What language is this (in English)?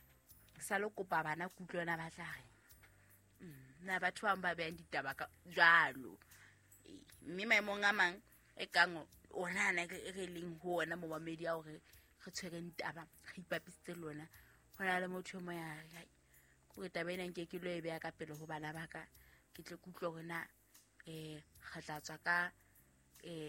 Southern Sotho